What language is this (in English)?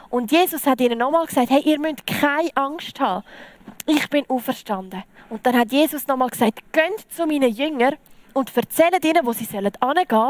Swiss German